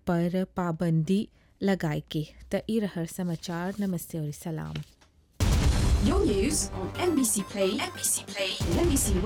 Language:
Bhojpuri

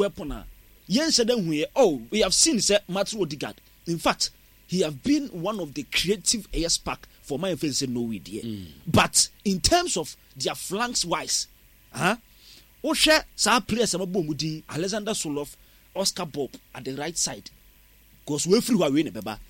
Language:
Akan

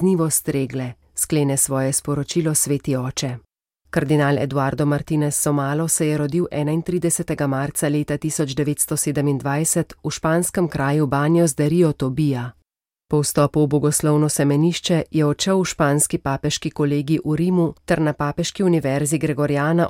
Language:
Slovenian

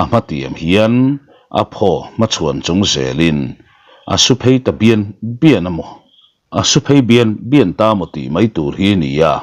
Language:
Mizo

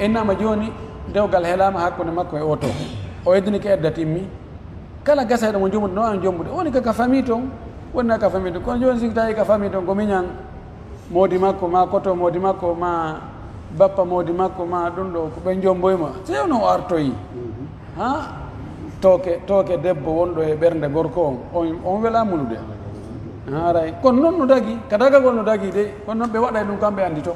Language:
Pular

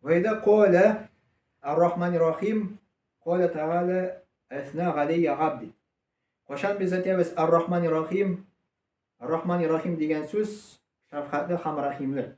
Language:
Tatar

